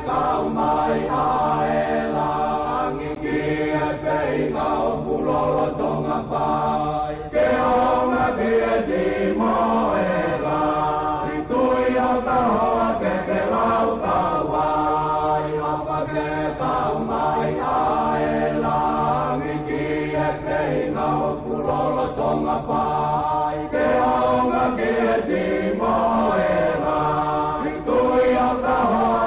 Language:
Tongan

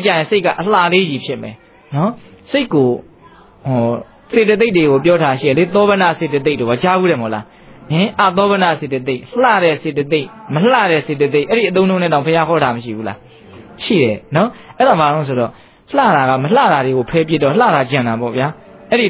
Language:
Burmese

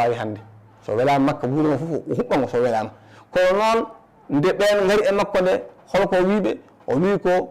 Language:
Fula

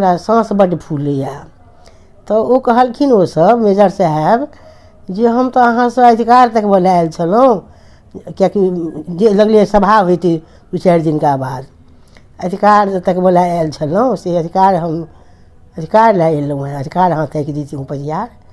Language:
Maithili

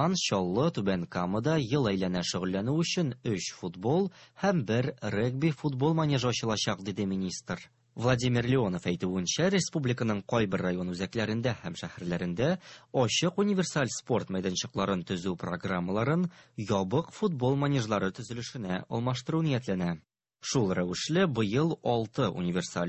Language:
Tatar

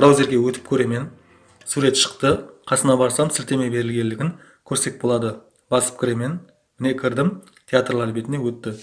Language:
Kara-Kalpak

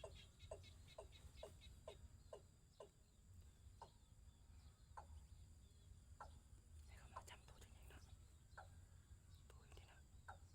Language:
Lao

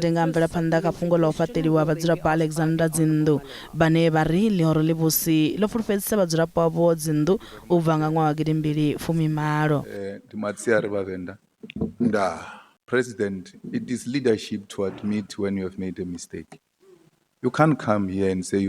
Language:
Venda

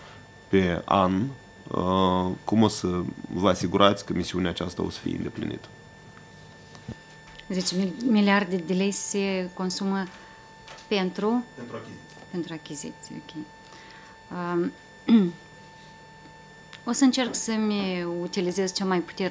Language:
Romanian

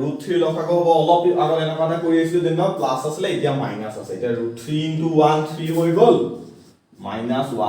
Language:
Assamese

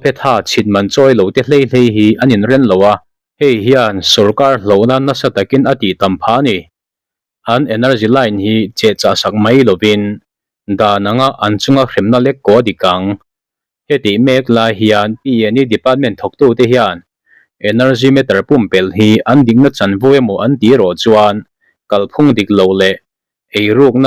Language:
Mizo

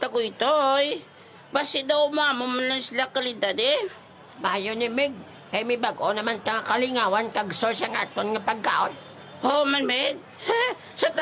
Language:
Hiligaynon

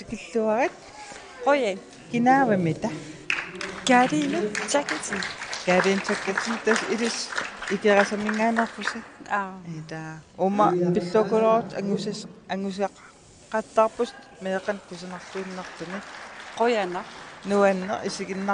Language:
Kalaallisut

